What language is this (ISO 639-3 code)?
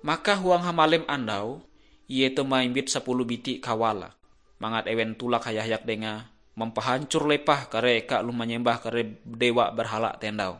nij